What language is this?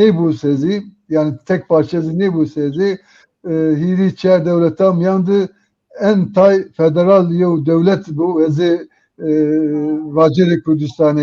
Zaza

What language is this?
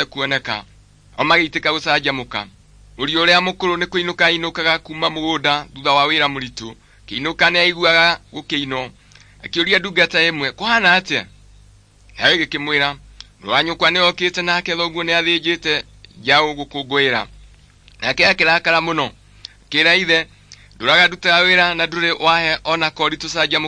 Kikuyu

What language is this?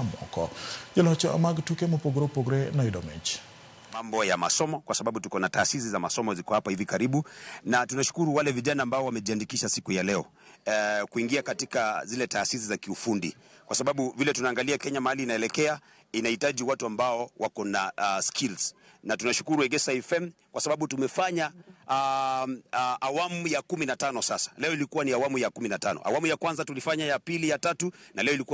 Luo (Kenya and Tanzania)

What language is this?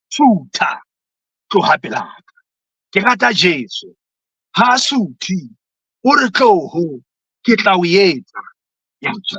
Southern Sotho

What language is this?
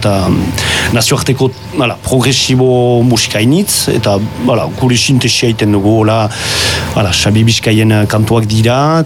Basque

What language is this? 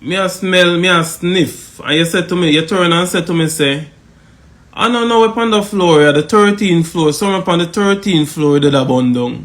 Jamaican Creole English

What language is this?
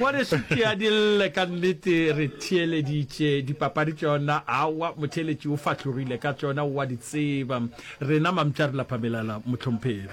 Northern Sotho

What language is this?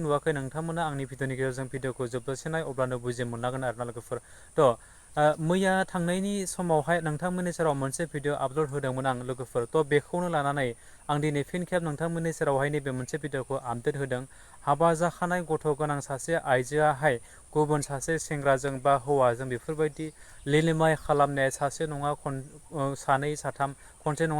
Bodo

